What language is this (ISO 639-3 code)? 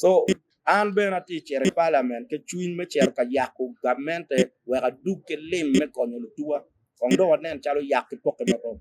ach